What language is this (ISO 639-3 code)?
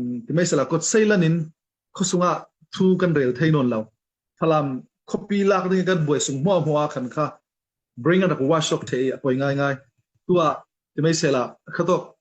cfm